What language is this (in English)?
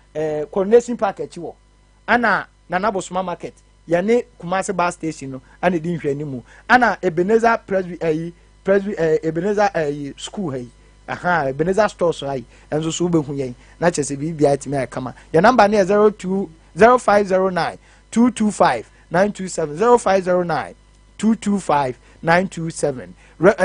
Akan